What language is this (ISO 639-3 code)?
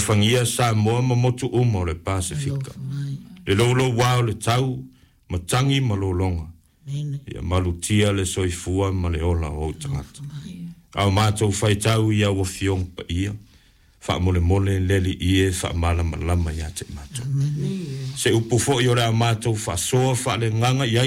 smo